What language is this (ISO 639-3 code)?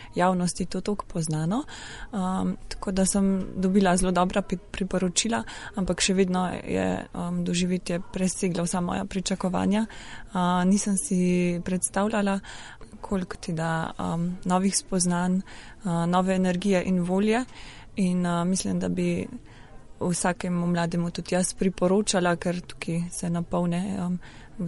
slv